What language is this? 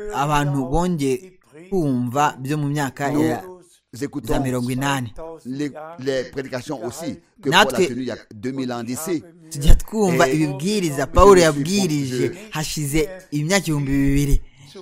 Kinyarwanda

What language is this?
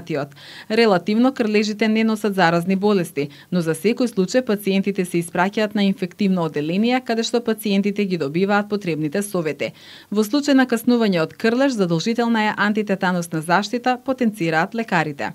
Macedonian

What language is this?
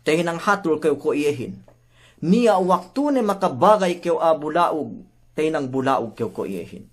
Yakan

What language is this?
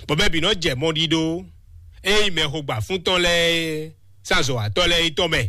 Fon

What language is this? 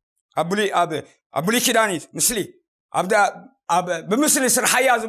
Tigrinya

